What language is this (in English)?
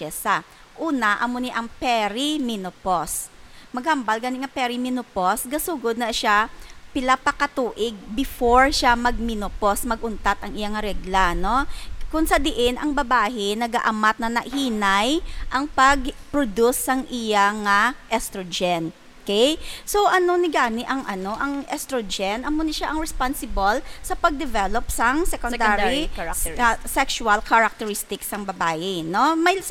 Hiligaynon